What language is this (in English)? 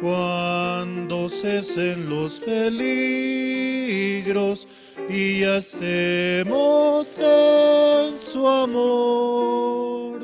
Aymara